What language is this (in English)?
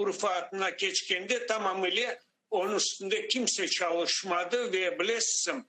Crimean Tatar